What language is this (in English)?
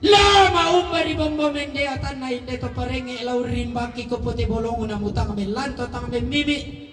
Toraja-Sa'dan